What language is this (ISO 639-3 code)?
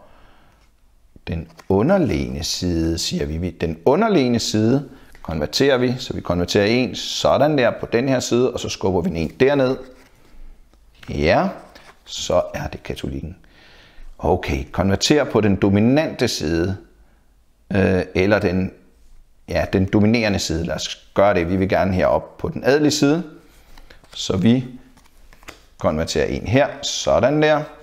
dan